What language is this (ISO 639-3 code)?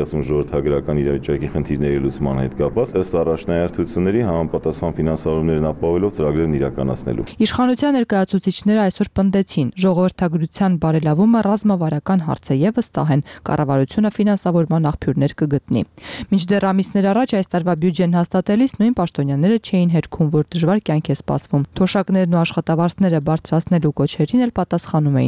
hye